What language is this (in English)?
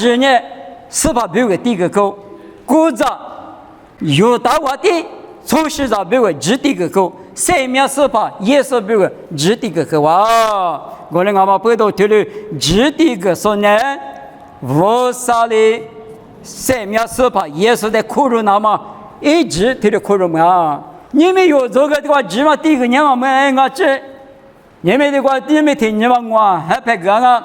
Lisu